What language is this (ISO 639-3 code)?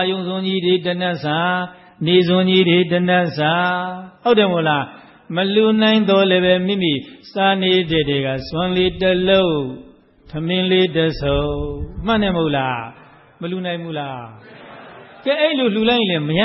mya